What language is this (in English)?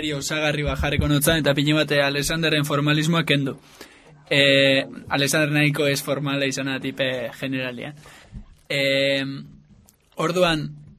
Basque